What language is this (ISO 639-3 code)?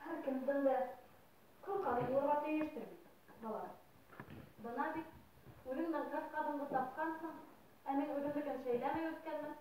bak